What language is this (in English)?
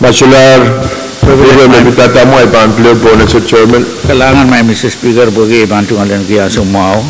Pohnpeian